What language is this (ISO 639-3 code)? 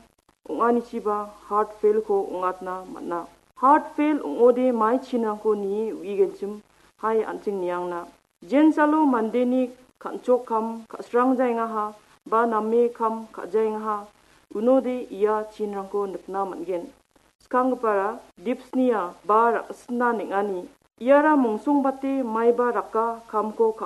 grt